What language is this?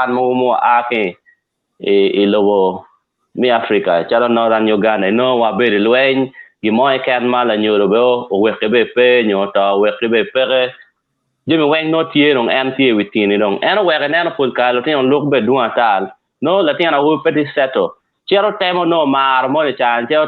Acoli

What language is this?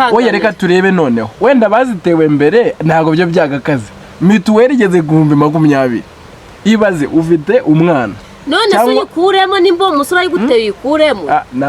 Kinyarwanda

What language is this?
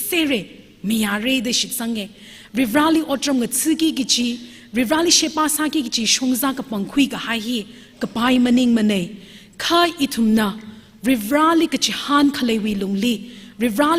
Tangkhul Naga (India)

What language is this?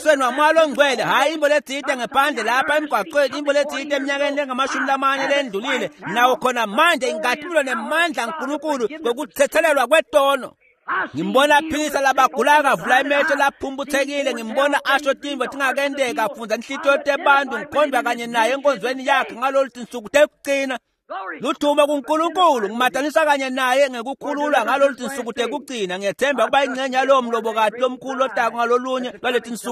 Swati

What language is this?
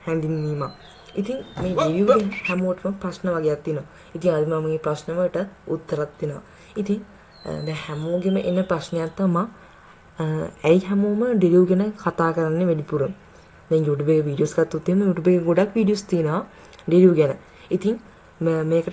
Sinhala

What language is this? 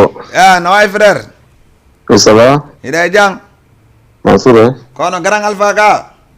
Fula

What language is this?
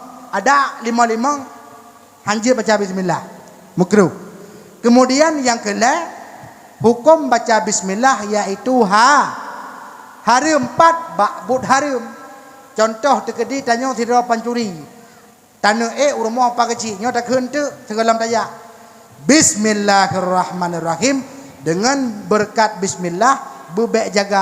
Achinese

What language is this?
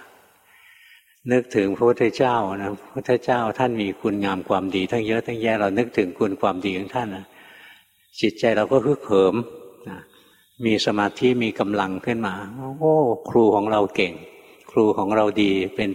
Thai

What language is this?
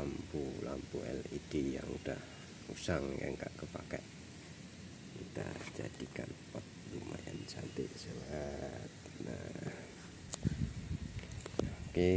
Indonesian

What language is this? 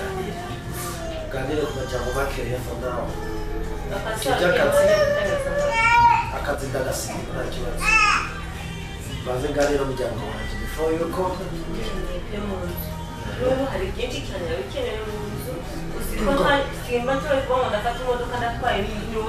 Kinyarwanda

